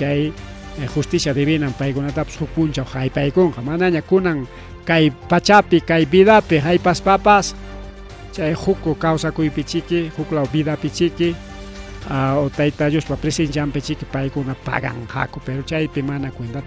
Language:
Ayacucho Quechua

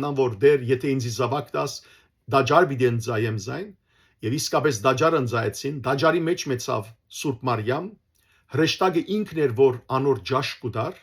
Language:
Western Armenian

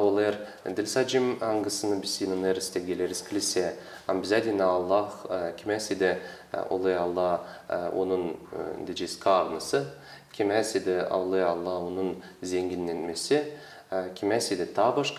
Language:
Gagauz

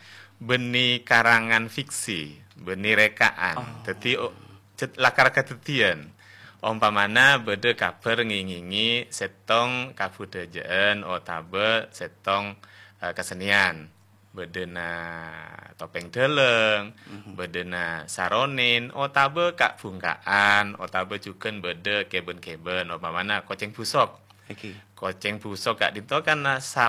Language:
Madurese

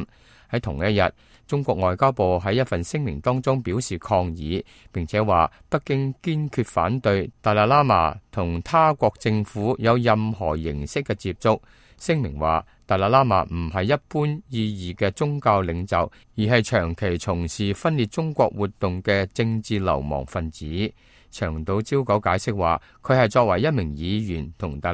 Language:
Cantonese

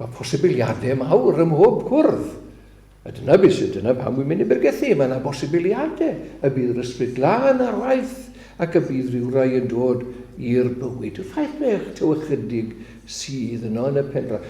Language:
Welsh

